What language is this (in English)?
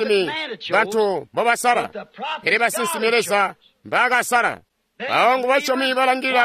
Tonga (Zambia)